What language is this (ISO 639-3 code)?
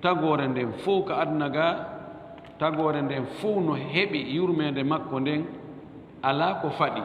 ful